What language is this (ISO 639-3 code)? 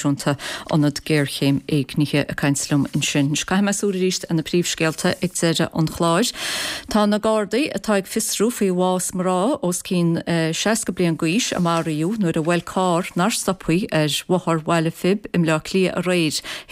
gle